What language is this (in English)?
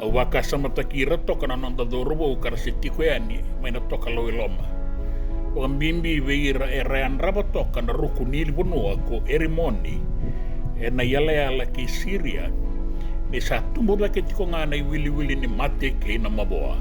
Fijian